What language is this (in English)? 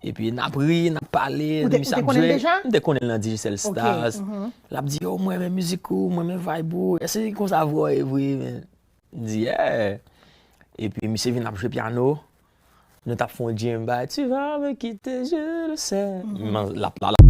Haitian Creole